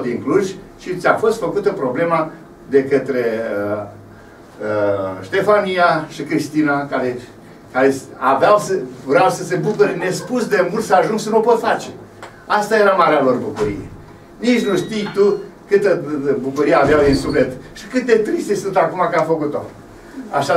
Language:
Romanian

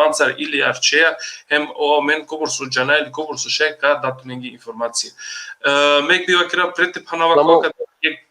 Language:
Balkan Romani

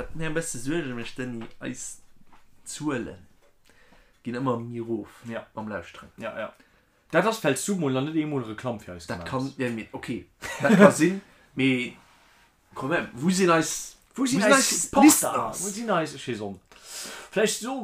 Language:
Luxembourgish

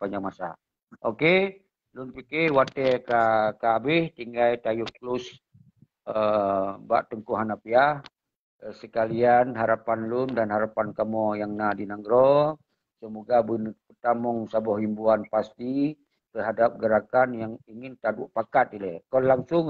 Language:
Achinese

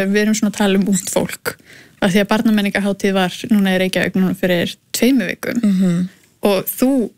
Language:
Icelandic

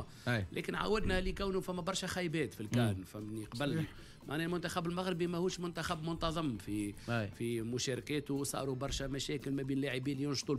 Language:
Tunisian Arabic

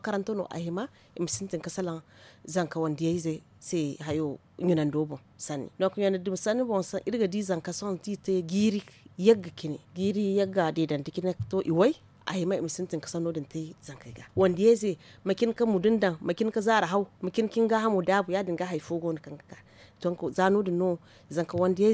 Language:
Zarma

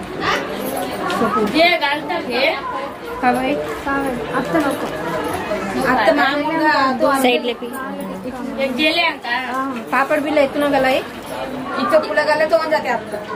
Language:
Marathi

